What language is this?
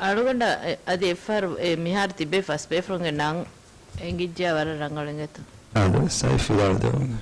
Divehi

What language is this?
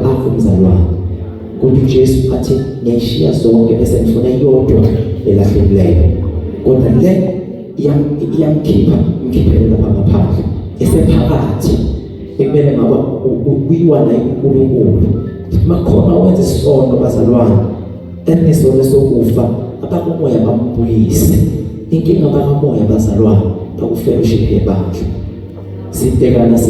Zulu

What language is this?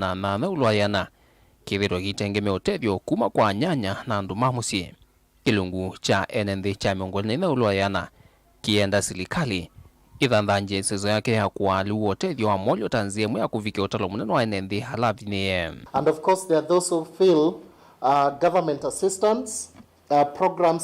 Kamba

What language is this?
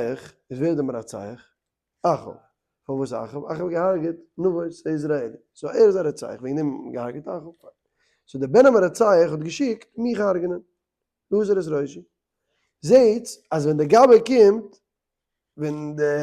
Yiddish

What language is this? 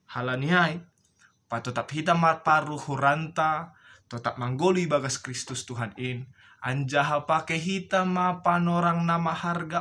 Batak Simalungun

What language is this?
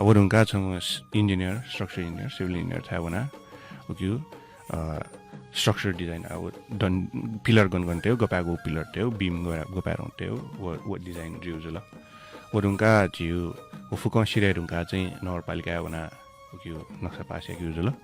Newari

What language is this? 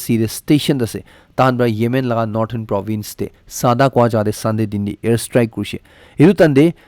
Naga Pidgin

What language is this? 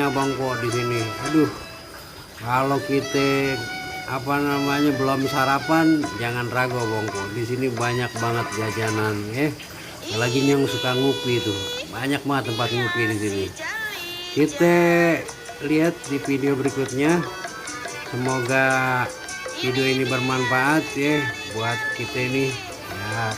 Betawi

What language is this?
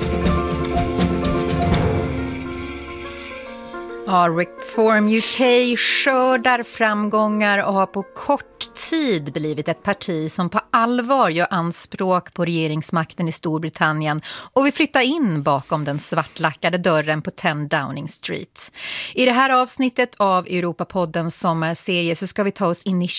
Swedish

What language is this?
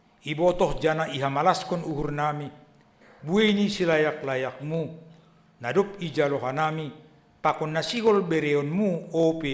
Batak Simalungun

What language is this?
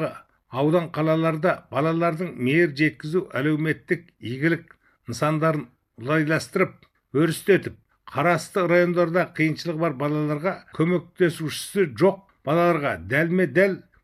Kazakh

